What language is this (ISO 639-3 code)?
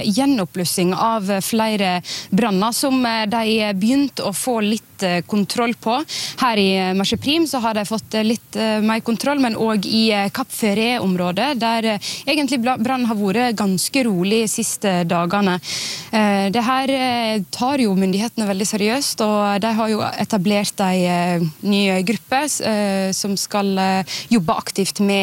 nor